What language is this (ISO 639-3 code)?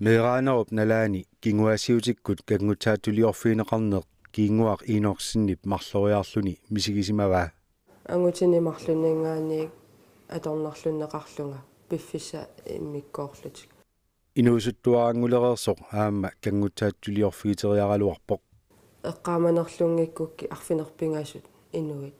kal